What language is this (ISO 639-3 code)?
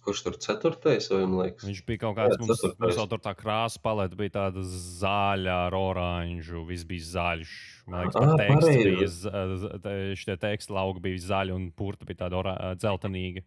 lav